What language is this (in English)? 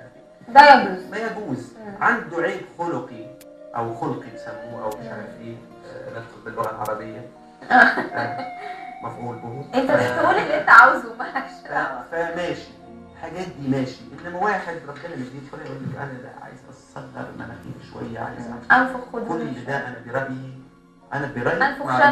Egyptian Arabic